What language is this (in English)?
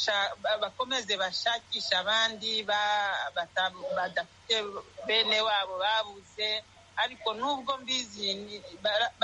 Kinyarwanda